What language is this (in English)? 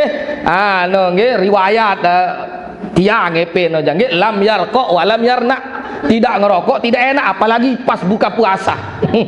Sasak